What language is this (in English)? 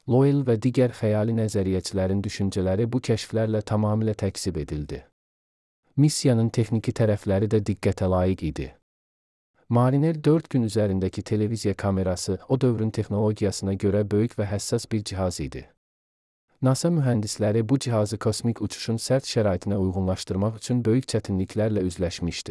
Azerbaijani